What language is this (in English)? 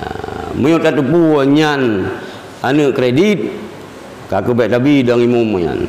Achinese